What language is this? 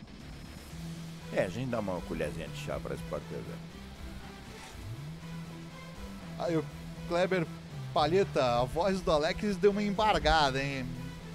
Portuguese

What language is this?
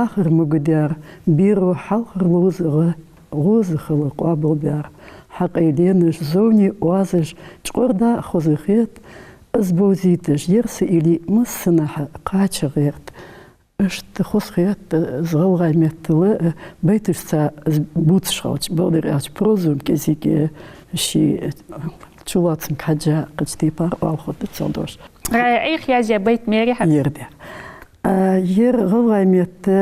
Ingush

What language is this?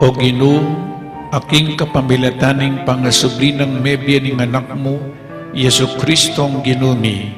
Pampanga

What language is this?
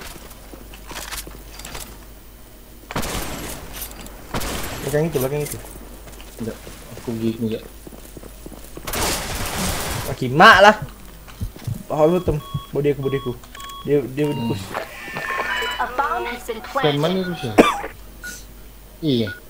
Malay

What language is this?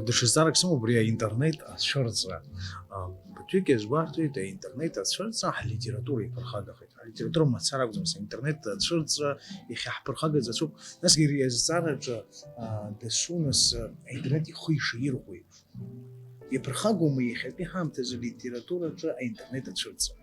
Abkhazian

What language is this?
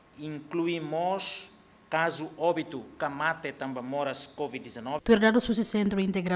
Tetum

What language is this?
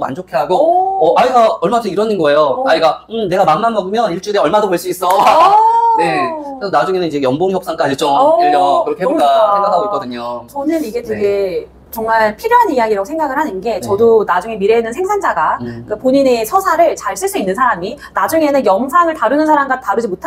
Korean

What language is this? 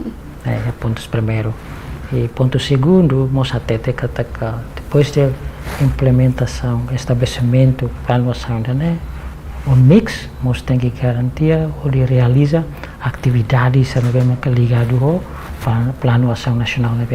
Tetum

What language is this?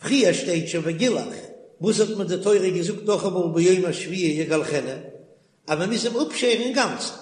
Yiddish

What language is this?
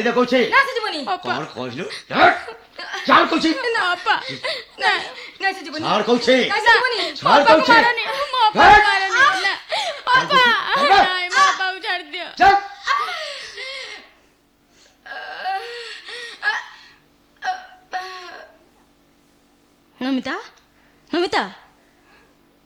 Odia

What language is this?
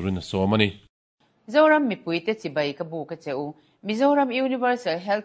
Mizo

